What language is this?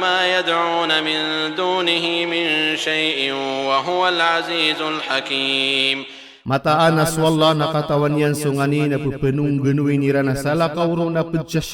Maranao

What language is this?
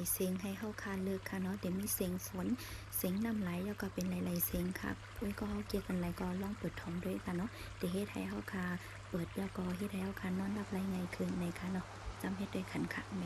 Shan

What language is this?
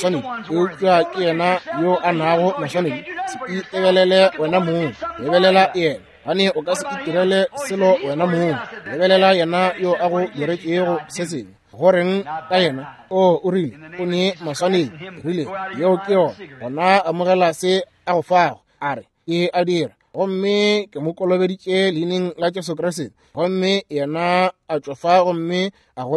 Northern Sotho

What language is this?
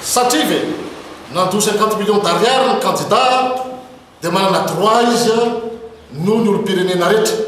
Malagasy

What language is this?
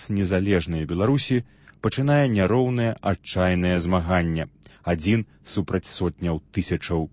Belarusian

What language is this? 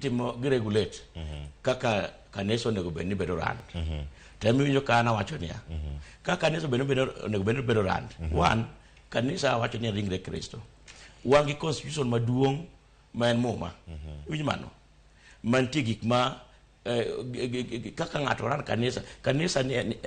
Luo (Kenya and Tanzania)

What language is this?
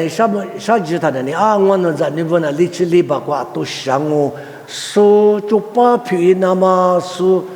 Lisu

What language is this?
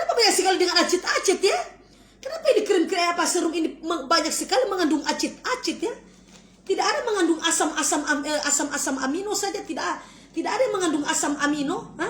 Manado Malay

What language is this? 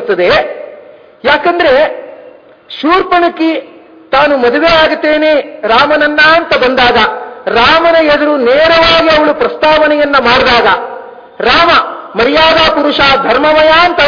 Kannada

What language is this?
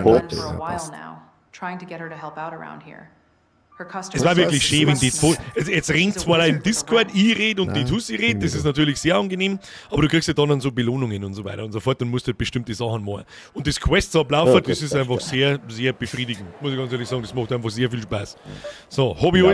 Bavarian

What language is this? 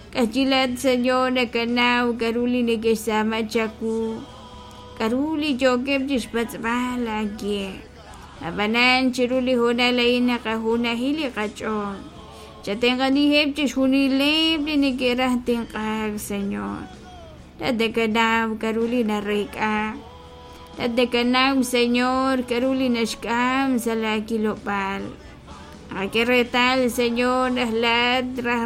Kekchí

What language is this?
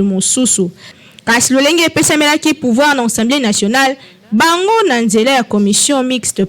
Lingala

